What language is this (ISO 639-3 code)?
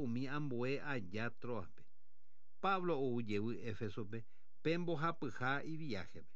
grn